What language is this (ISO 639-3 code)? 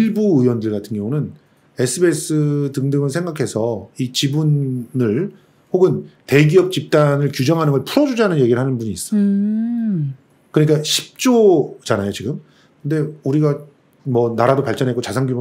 kor